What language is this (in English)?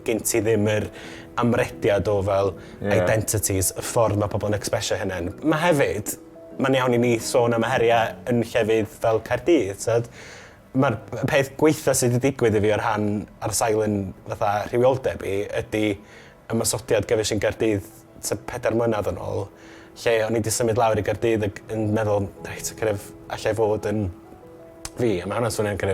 Welsh